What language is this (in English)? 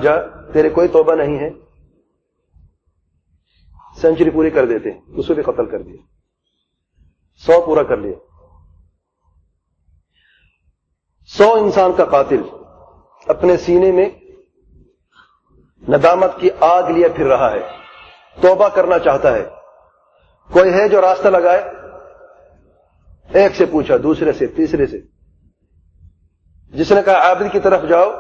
Urdu